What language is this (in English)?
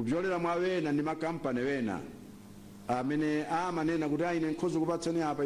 Nyanja